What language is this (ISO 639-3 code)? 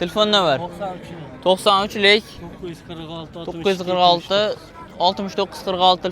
uzb